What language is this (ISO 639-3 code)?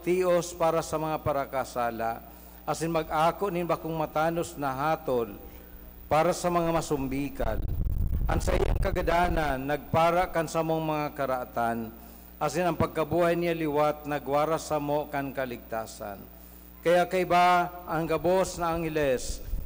bik